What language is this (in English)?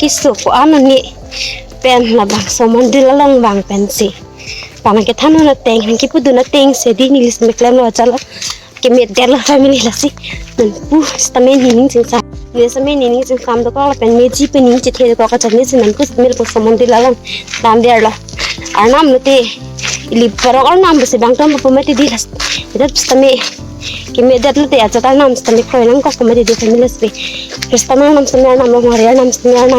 Karbi